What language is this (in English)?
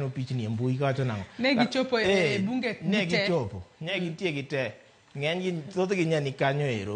Luo (Kenya and Tanzania)